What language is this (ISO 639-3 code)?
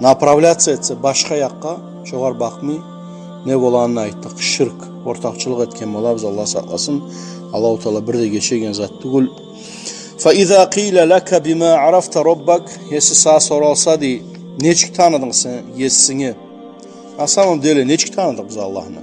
kum